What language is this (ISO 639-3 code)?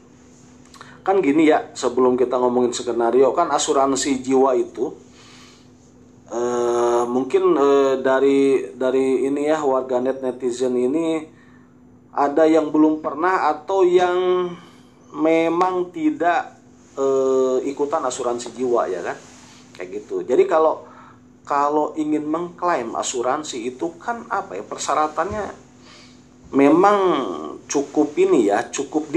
ind